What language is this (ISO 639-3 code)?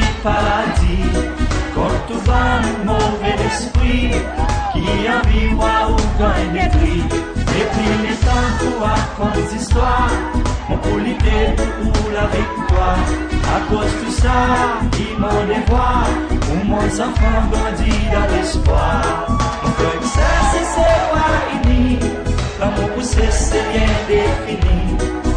crs